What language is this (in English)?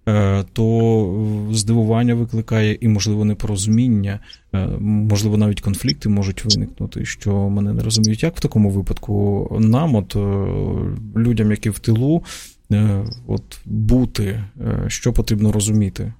Ukrainian